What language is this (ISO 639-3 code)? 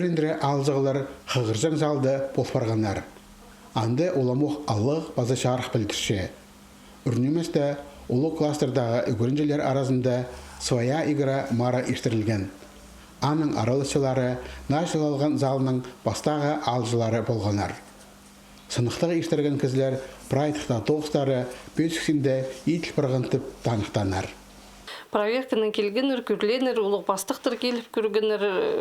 kjh